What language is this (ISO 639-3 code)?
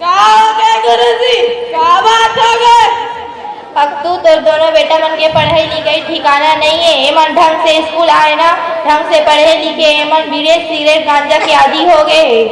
hne